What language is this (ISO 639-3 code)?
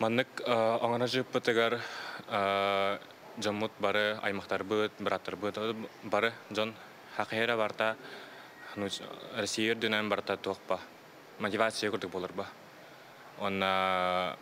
sah